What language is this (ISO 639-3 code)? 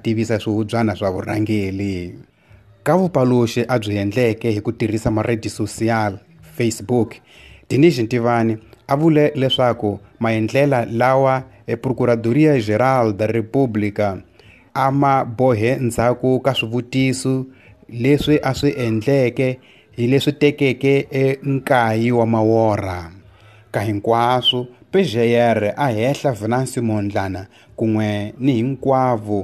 tso